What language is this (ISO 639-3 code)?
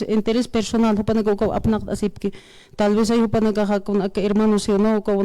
aym